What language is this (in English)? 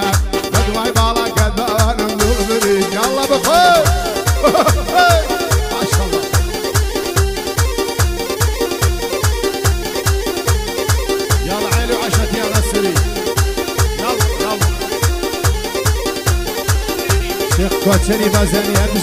Persian